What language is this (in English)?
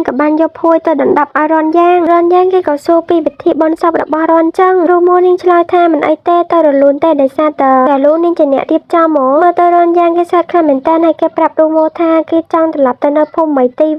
Khmer